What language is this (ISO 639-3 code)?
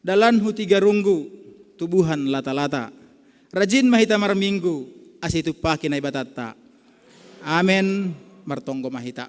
bts